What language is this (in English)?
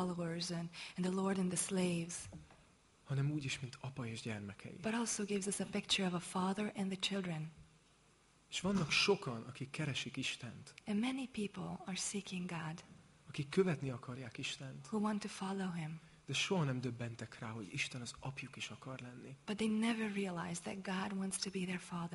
Hungarian